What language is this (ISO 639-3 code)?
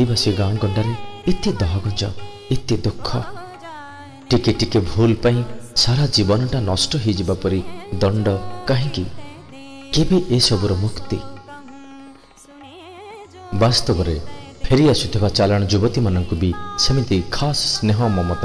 ori